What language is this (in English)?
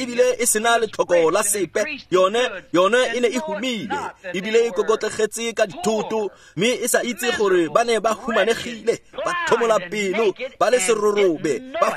Tswana